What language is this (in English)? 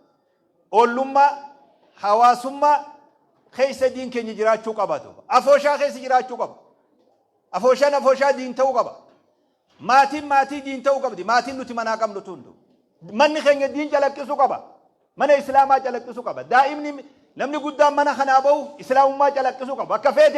Oromo